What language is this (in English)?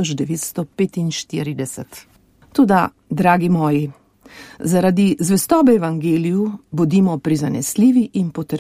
Slovenian